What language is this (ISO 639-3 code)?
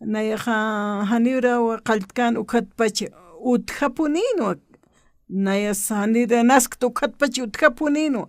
aym